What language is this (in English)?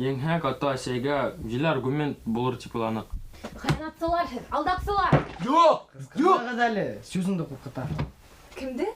Bashkir